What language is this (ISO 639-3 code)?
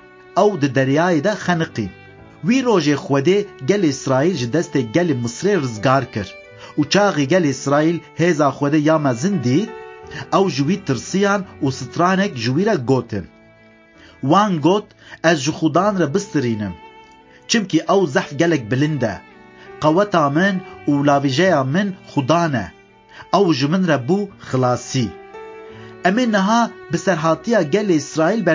kur